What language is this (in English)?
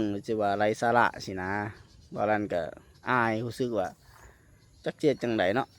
Lao